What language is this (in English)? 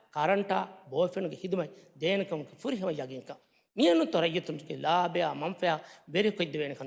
Divehi